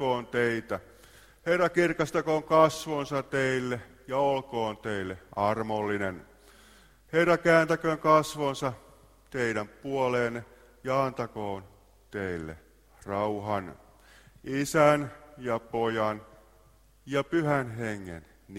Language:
Finnish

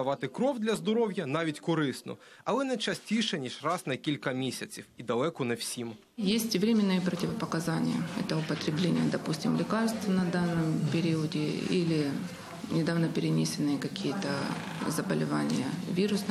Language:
Ukrainian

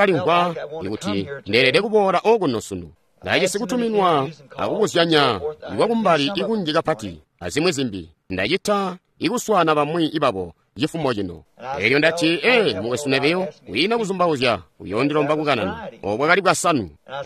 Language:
Tonga (Zambia)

